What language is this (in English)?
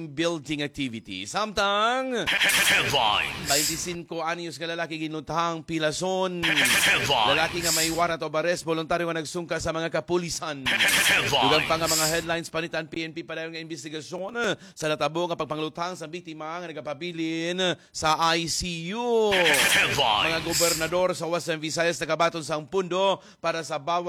Hiligaynon